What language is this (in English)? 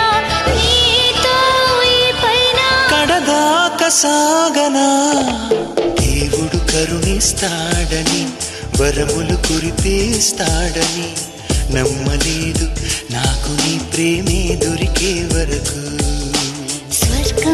Telugu